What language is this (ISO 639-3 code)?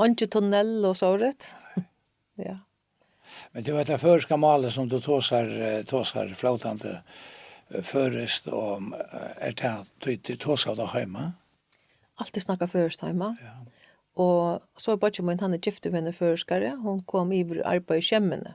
fao